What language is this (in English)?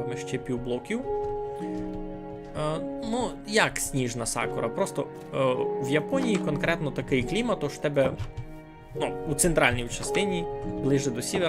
Rusyn